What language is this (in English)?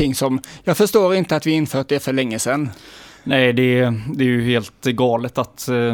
Swedish